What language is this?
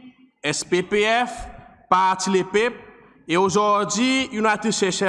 Seselwa Creole French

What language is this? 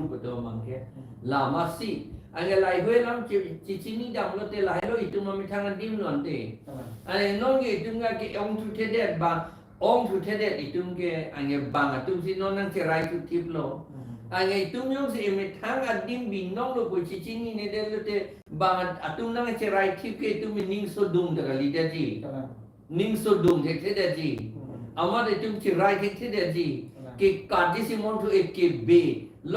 Karbi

